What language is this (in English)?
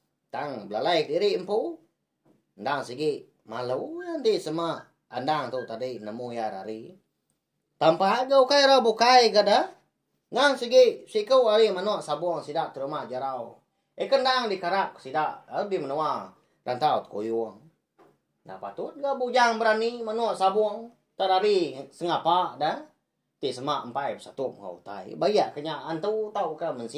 Iban